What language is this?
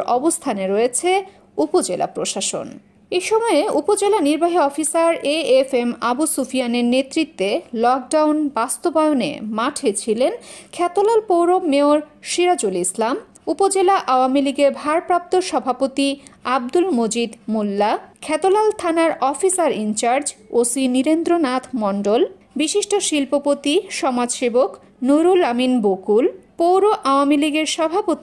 Bangla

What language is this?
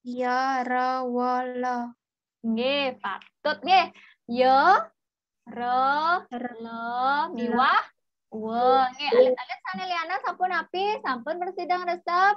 Balinese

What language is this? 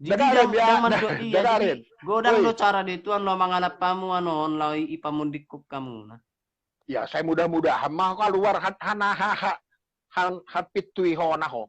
Batak Toba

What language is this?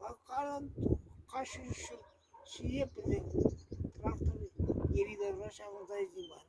Chuvash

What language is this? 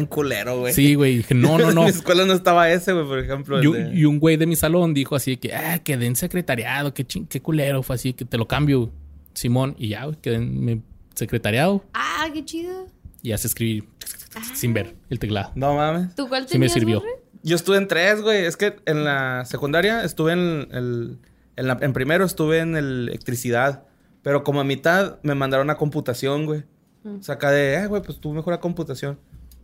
Spanish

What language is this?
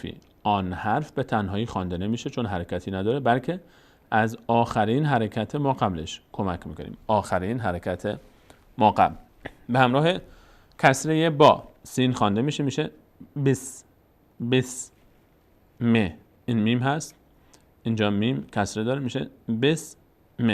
Persian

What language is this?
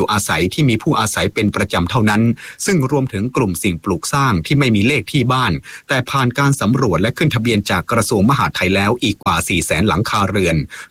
Thai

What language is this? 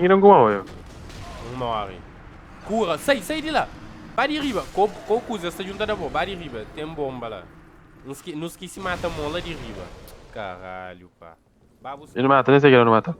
Kabuverdianu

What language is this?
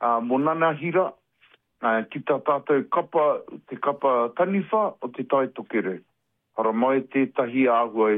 Māori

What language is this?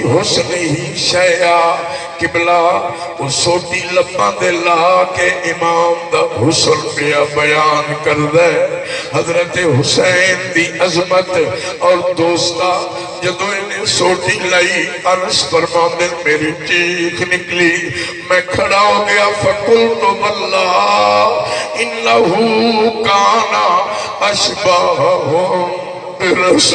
Saraiki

